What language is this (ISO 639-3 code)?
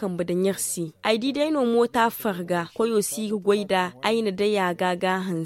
dje